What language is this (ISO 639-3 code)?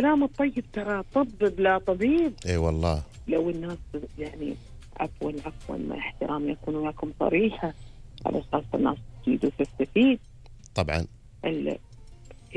afb